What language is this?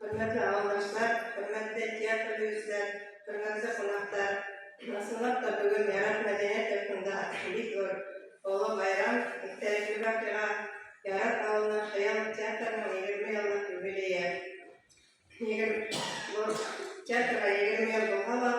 Bashkir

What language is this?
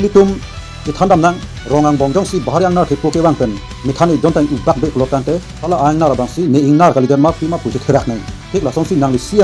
Karbi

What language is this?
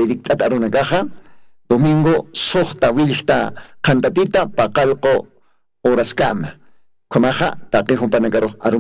Aymara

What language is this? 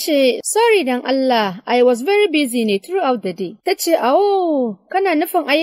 Hausa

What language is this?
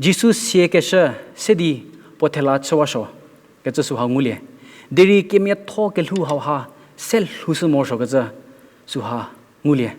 Angami Naga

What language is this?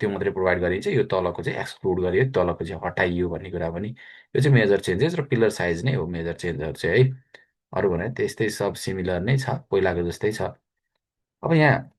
Nepali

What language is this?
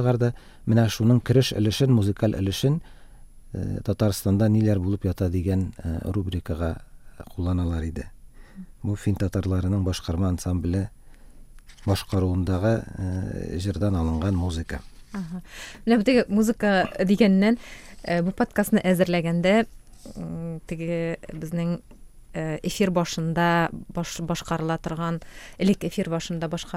Tatar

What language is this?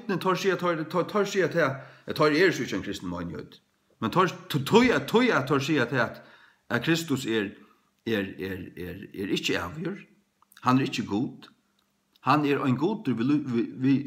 Faroese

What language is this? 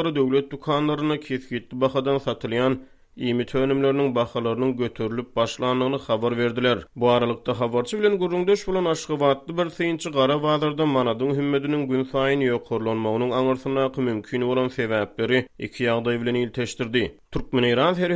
Turkmen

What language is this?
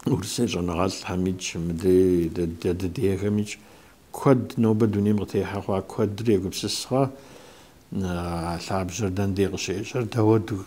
Kabardian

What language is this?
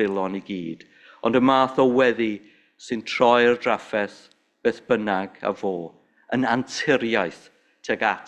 Welsh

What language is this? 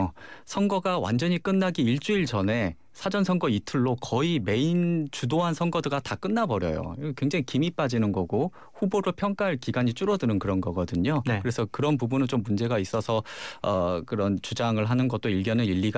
Korean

